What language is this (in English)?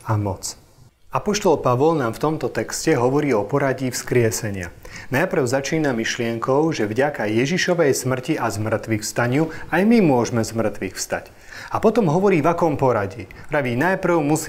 Slovak